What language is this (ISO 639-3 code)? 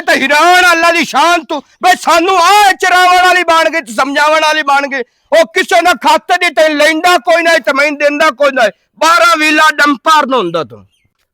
lah